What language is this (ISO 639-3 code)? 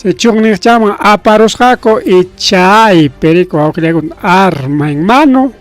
quy